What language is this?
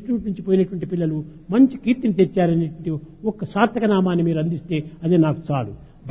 Telugu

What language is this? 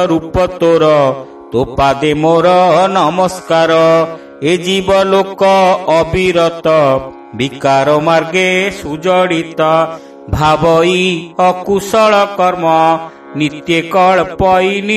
Odia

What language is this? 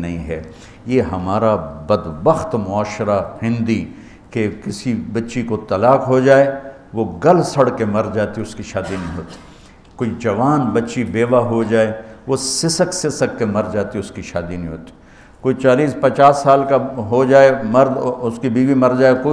Urdu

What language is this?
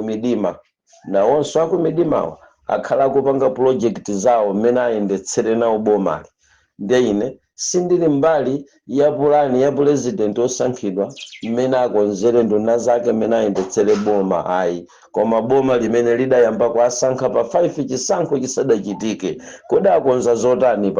Nyanja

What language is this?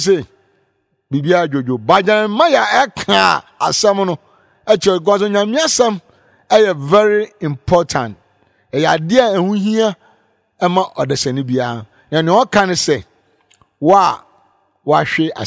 Akan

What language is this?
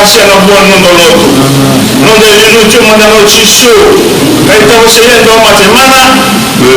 Fijian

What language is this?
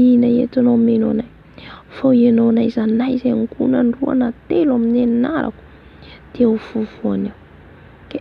Malagasy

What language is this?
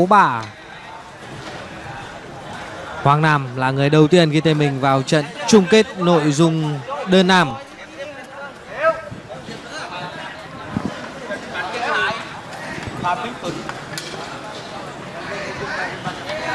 Vietnamese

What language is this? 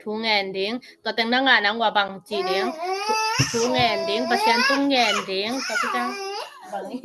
Tedim Chin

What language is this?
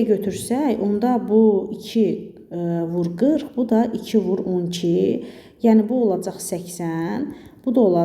Azerbaijani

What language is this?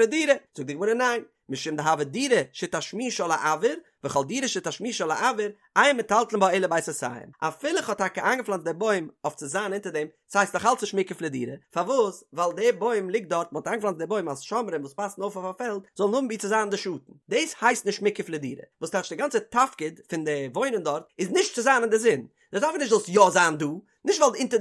Yiddish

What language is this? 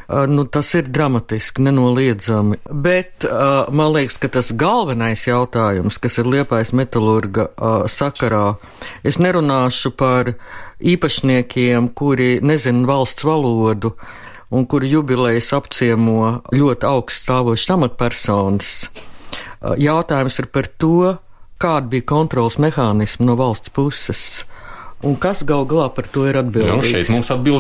Latvian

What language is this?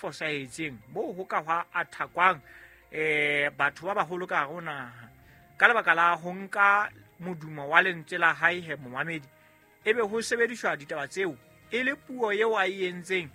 Southern Sotho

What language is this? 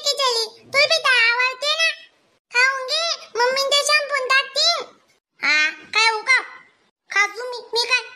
Khandesi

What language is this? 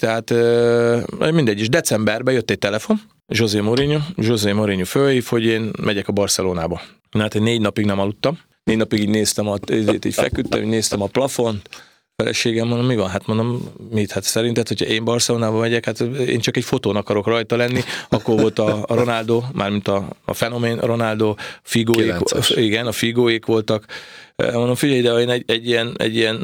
Hungarian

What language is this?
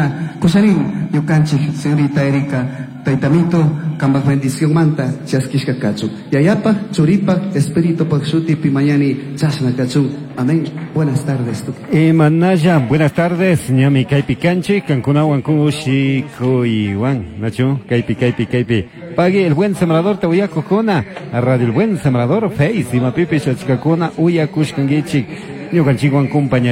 Chimborazo Highland Quichua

